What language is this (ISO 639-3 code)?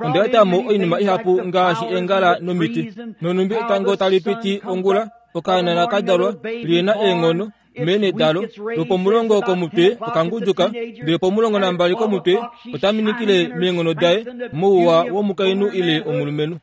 kua